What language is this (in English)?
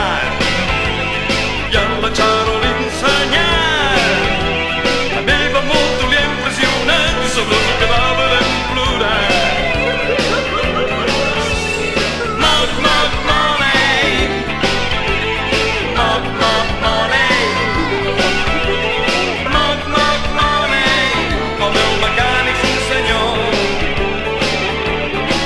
Catalan